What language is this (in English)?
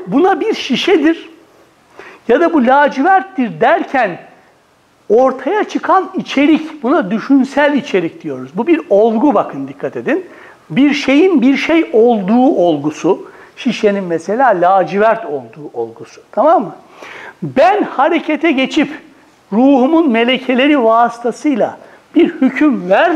Turkish